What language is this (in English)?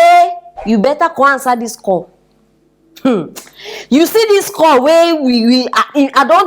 Nigerian Pidgin